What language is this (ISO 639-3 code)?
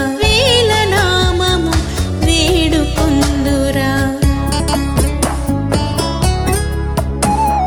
tel